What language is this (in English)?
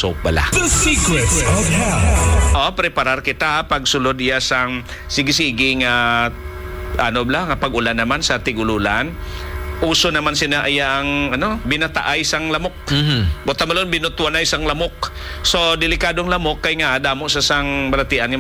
Hiligaynon